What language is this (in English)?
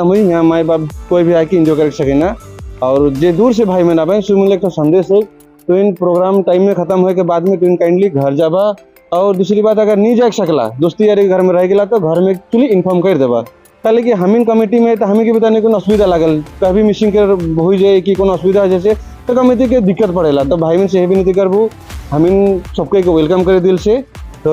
Sadri